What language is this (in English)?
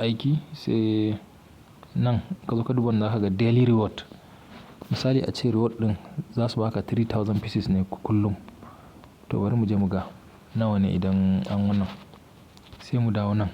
Hausa